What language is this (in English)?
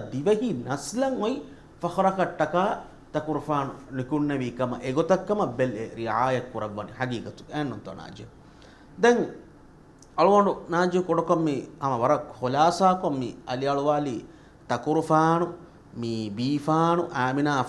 Divehi